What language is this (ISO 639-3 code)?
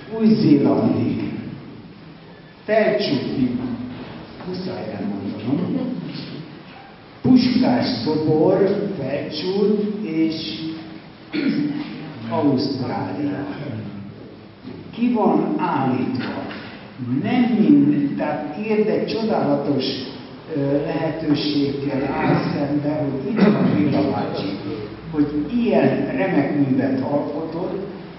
hun